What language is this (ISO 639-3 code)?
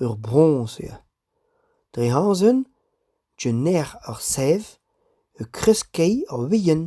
bre